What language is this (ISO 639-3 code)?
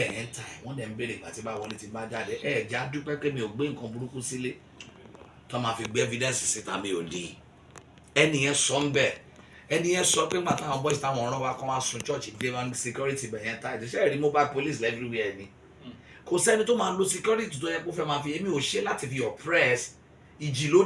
yor